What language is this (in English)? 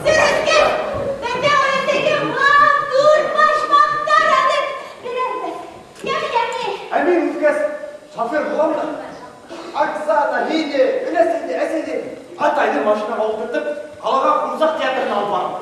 Bashkir